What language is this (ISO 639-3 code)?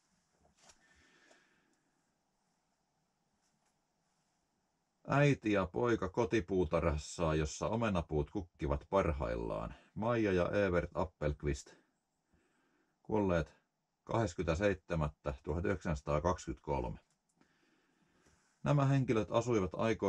fin